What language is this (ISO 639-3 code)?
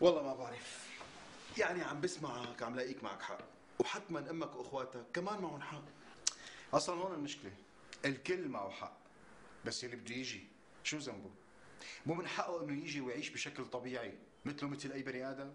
apc